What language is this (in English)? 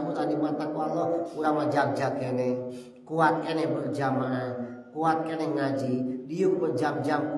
Sundanese